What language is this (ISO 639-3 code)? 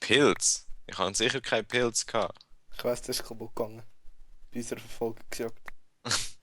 gsw